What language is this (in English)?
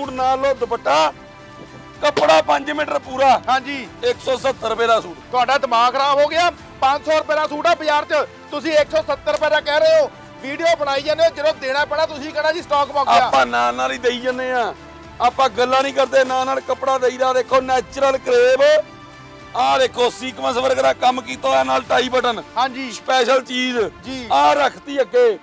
Punjabi